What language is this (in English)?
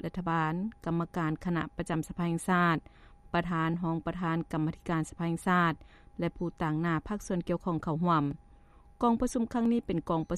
Lao